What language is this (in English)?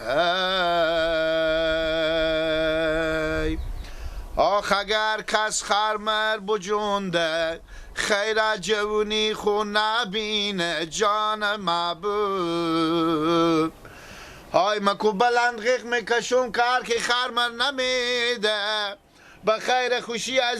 Persian